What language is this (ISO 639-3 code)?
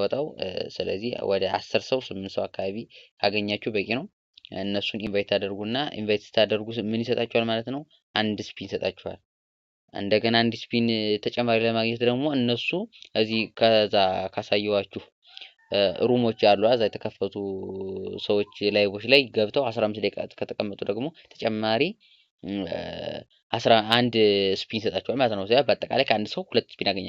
amh